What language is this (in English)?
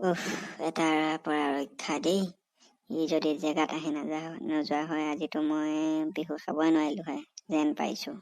Assamese